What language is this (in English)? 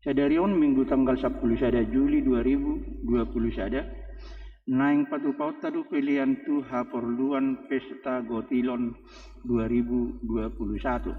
Batak Toba